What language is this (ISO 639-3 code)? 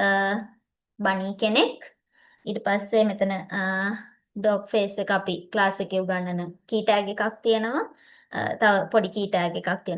sin